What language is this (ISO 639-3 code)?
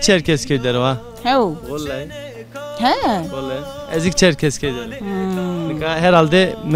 zza